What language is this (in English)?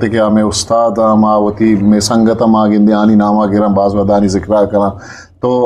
Eastern Balochi